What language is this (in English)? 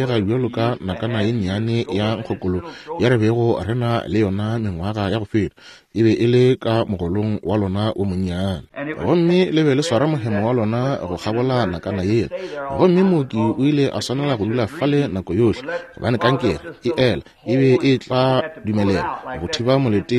Northern Sotho